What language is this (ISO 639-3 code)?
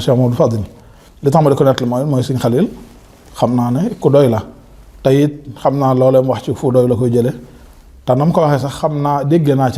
wol